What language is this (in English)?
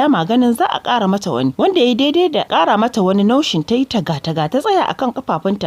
Hausa